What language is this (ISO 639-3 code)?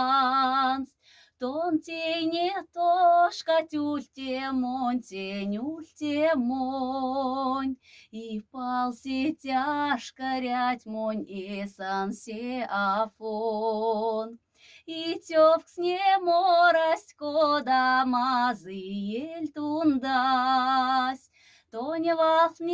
mdf